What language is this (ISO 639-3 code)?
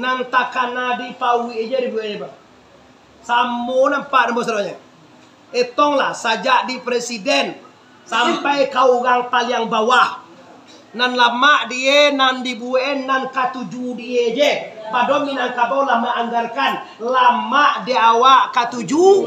min